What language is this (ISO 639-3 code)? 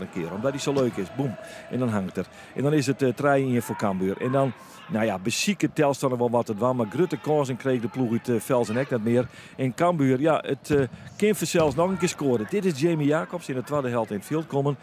fry